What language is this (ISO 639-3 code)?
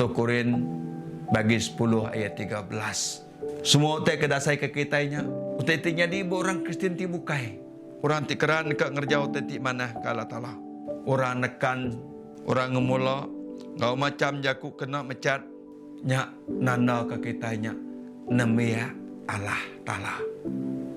iba